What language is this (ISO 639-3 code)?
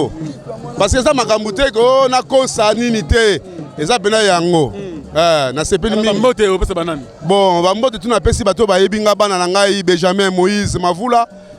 lin